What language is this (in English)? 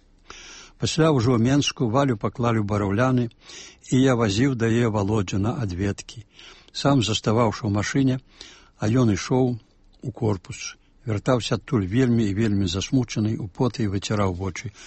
Belarusian